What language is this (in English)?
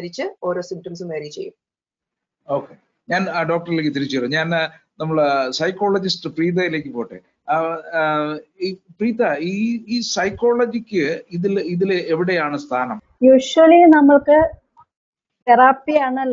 Malayalam